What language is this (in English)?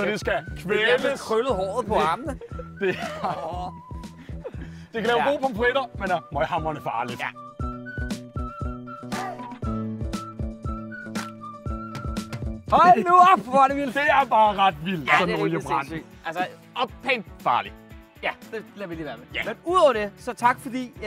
Danish